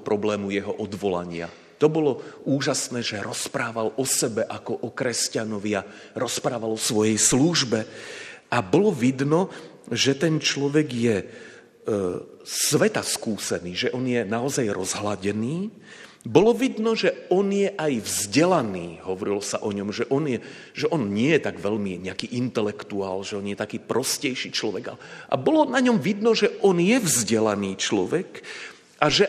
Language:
Slovak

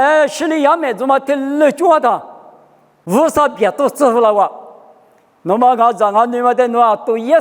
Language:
Lisu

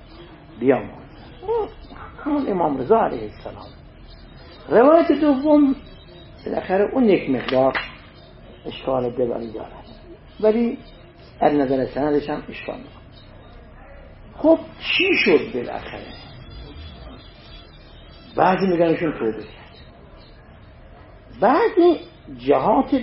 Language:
Persian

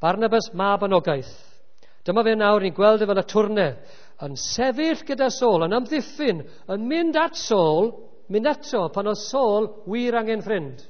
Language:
Welsh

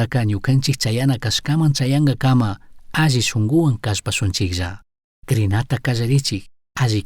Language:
Chimborazo Highland Quichua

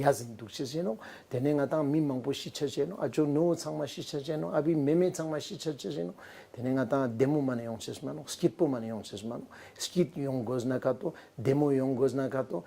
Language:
Ladakhi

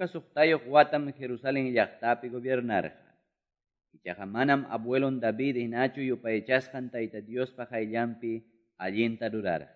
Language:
Quechua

